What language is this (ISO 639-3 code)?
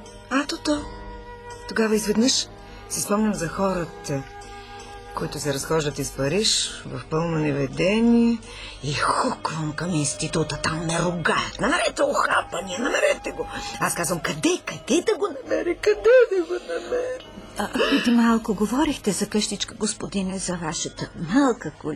bul